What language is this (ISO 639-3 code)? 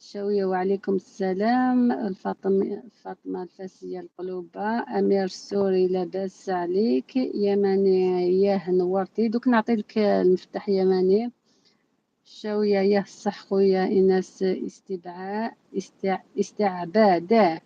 arq